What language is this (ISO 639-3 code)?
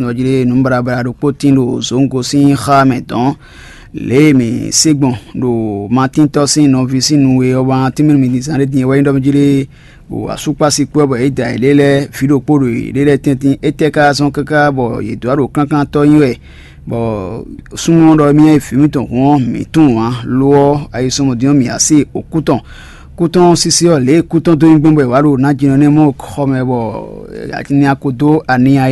fon